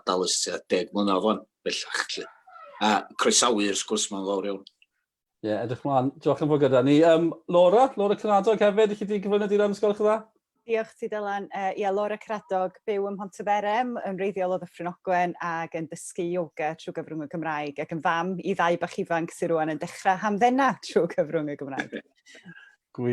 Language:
Welsh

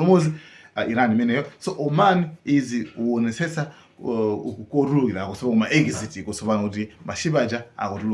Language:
Nyanja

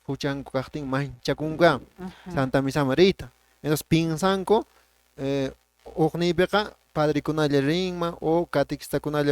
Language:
Quechua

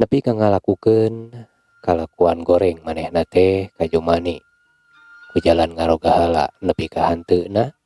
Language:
Sundanese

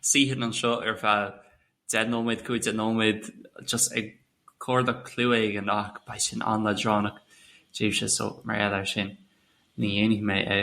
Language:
Irish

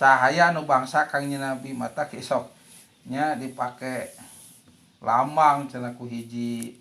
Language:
Sundanese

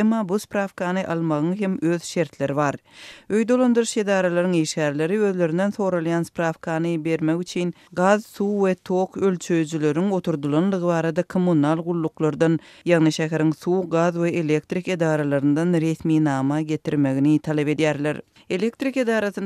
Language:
Turkmen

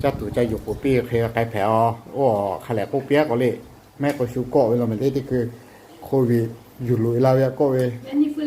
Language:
Lahu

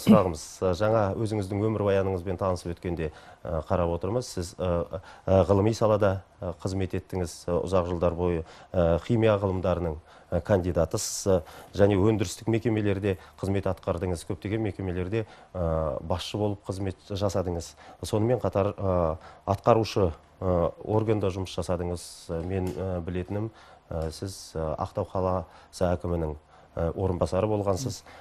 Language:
Kazakh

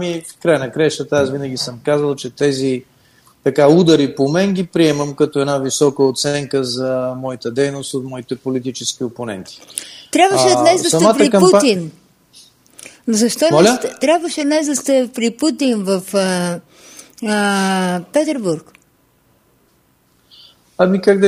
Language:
Bulgarian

